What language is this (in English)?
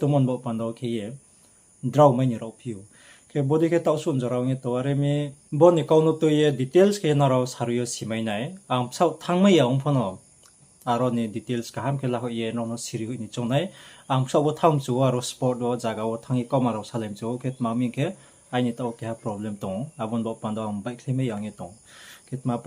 Riang (India)